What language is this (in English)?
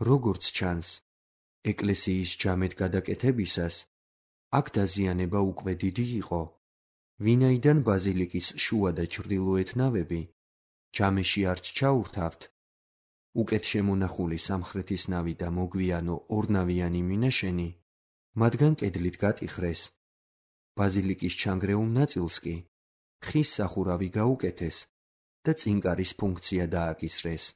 Georgian